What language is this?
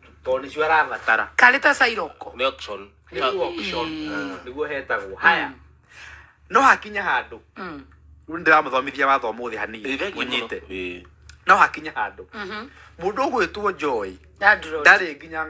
Kikuyu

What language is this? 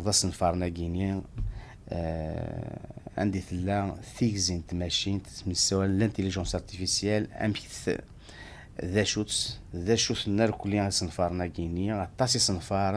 Kabyle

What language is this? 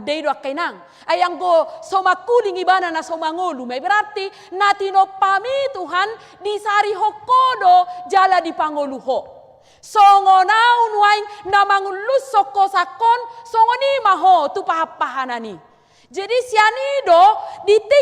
Batak Toba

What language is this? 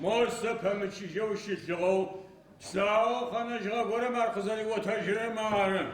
Adyghe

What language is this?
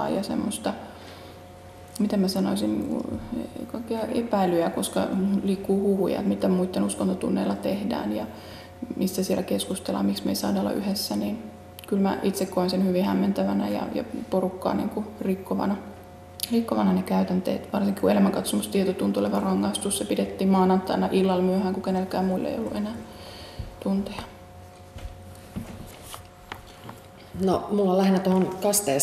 Finnish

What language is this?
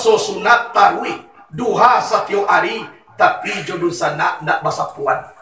Minangkabau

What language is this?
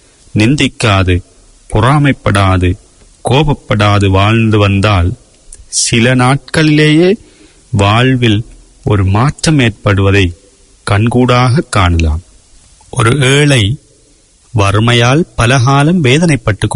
Tamil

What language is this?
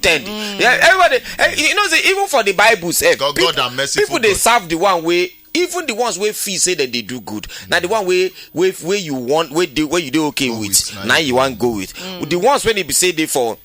Nigerian Pidgin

